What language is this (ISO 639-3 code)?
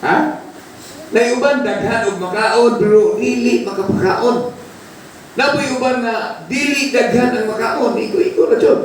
ceb